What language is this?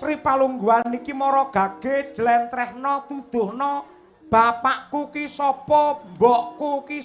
Javanese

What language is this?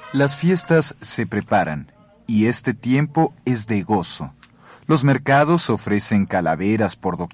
Spanish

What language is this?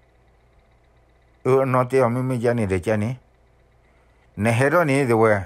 S'gaw Karen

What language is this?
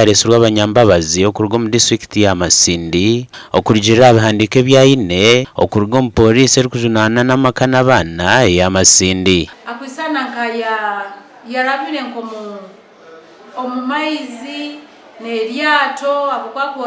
Nyankole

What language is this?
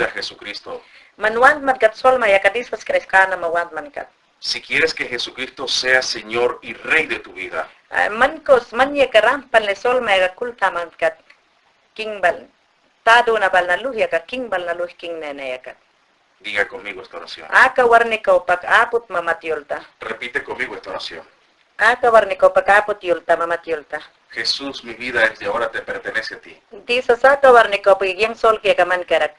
Mayangna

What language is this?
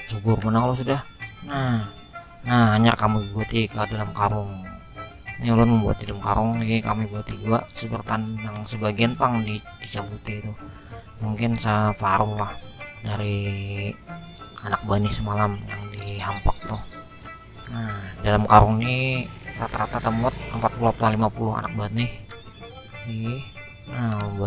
Banjar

